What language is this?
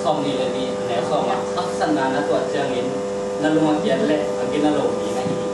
Tedim Chin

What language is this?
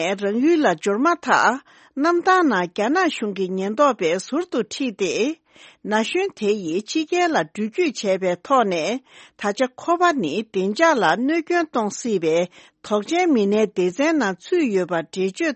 Tibetan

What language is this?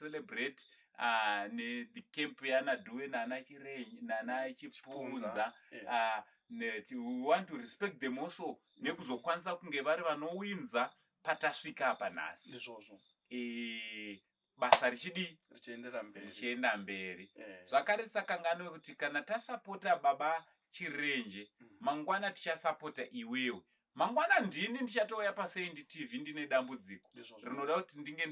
Shona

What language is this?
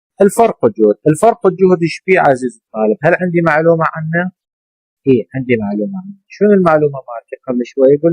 Mesopotamian Arabic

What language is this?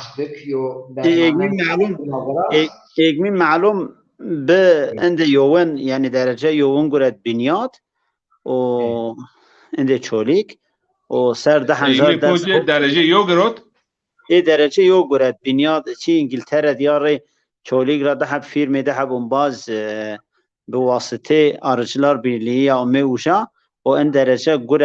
Zaza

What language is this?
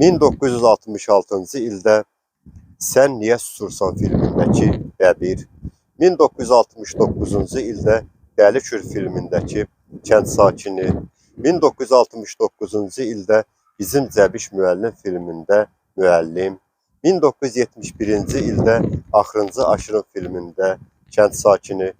Azerbaijani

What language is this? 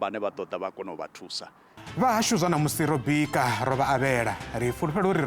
Venda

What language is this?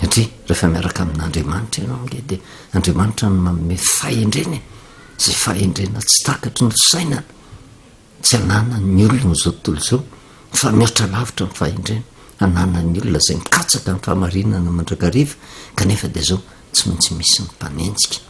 Malagasy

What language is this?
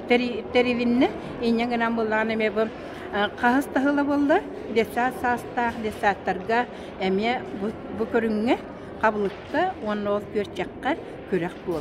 Yakut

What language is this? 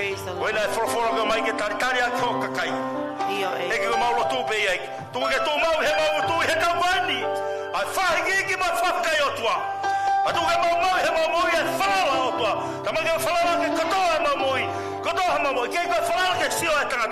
Tongan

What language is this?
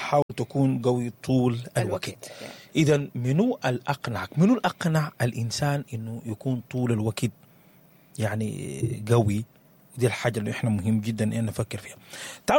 Sudanese Arabic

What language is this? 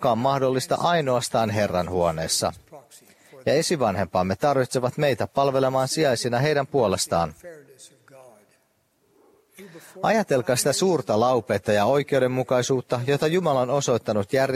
Finnish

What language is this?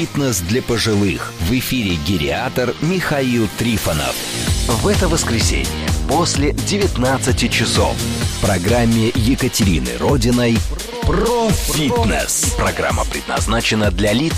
Russian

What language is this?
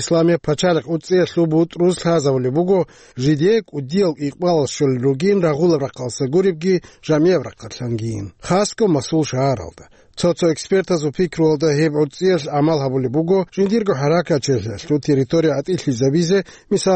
Avaric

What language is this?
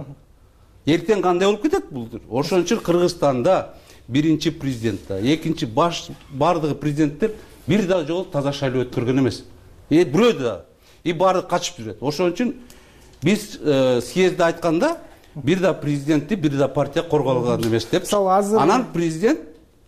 Kyrgyz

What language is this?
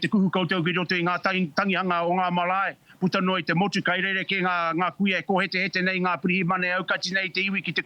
Māori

